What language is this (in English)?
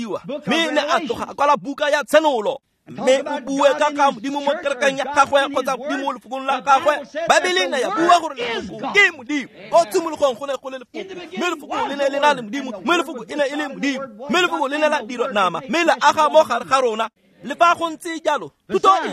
Tswana